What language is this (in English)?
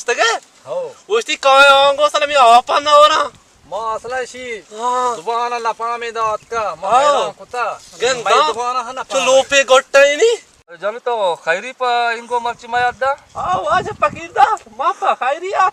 Baluchi